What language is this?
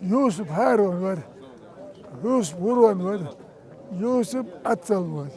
Chechen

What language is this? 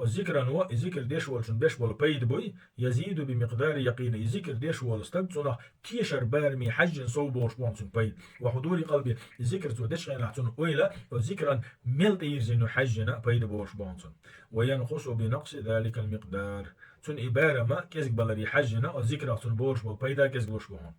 Chechen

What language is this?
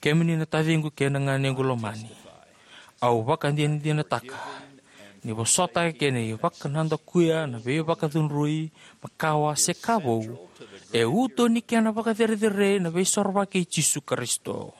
Fijian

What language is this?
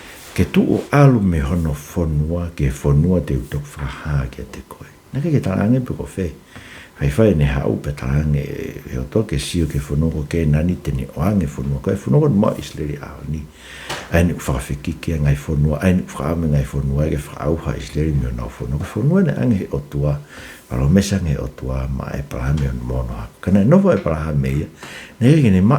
Tongan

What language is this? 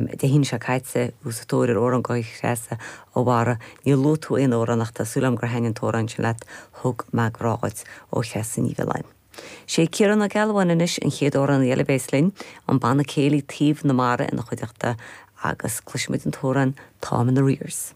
Irish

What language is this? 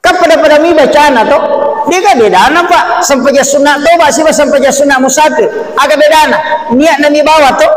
Buginese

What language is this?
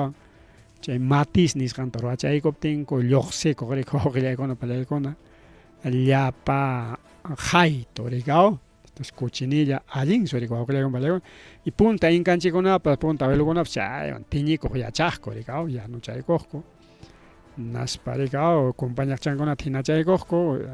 Ayacucho Quechua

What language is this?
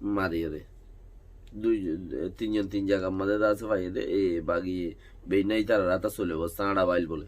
Rohingya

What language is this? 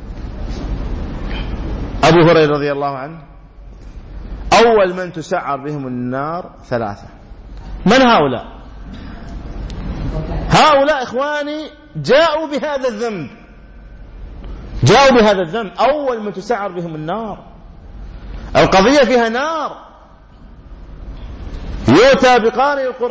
Arabic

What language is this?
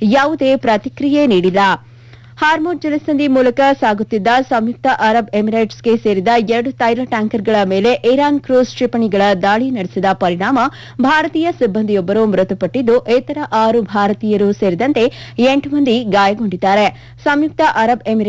Kannada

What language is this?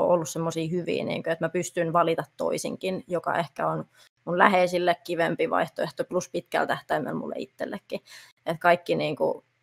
Finnish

